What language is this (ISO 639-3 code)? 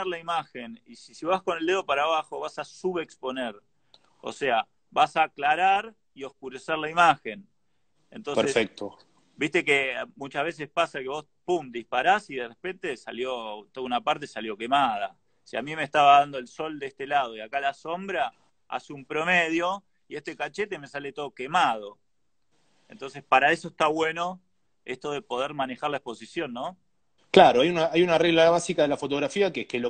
spa